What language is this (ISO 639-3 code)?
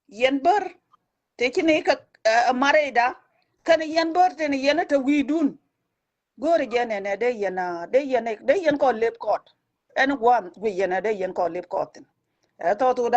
nus